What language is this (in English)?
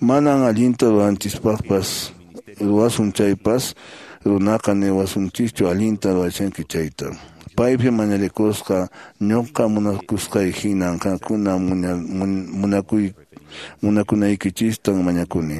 Quechua